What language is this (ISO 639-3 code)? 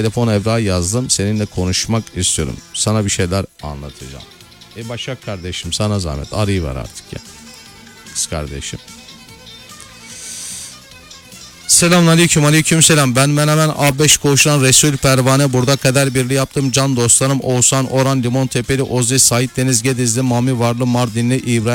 tur